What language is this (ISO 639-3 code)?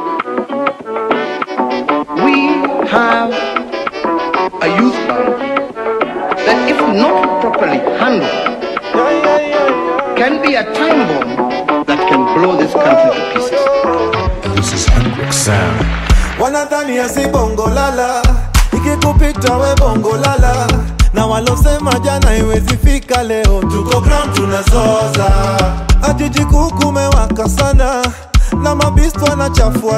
swa